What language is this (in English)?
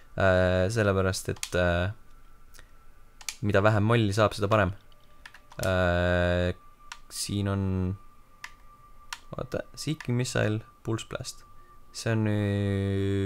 Estonian